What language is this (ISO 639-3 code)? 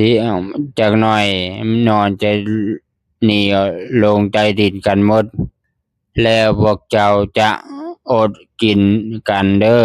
lao